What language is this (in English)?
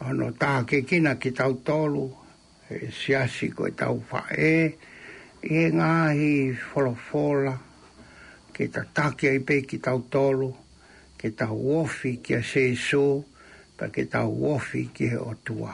Tongan